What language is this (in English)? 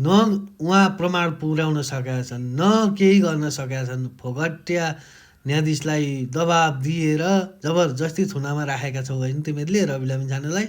Nepali